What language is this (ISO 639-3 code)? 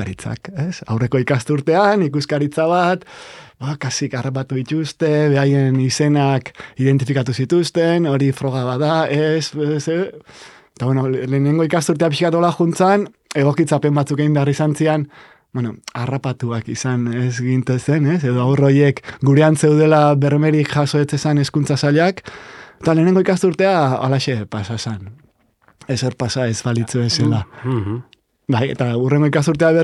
eus